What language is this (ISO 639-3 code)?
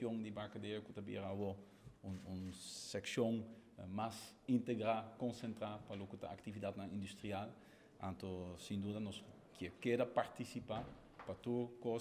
pap